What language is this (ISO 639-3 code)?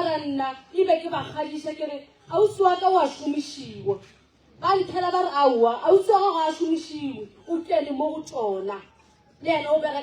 nso